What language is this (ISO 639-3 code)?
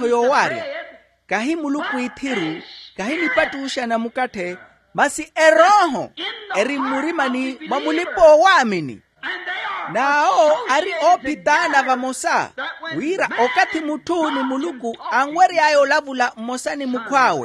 vmw